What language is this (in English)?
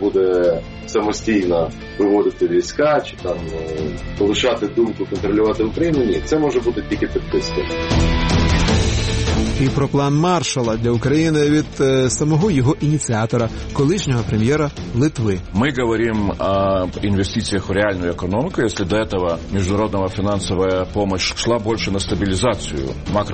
Ukrainian